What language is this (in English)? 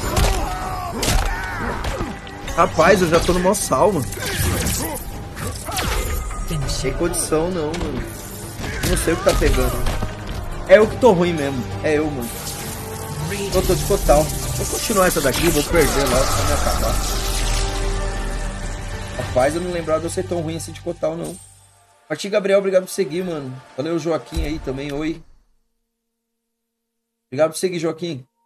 Portuguese